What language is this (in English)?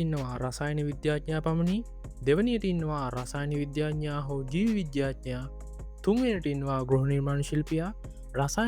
Sinhala